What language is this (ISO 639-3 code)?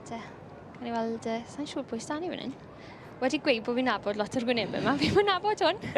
cym